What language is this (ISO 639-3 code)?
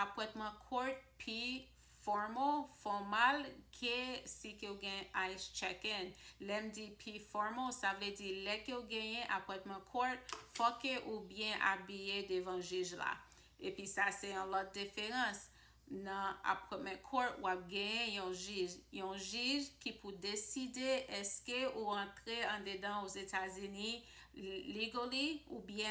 hat